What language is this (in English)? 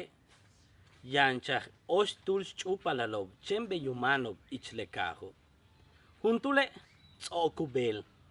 Yucateco